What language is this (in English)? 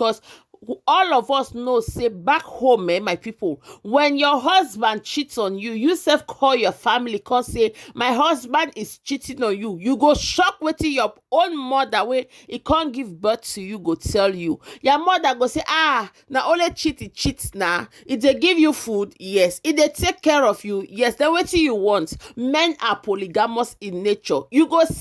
Nigerian Pidgin